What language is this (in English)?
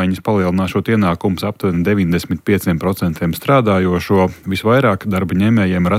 Latvian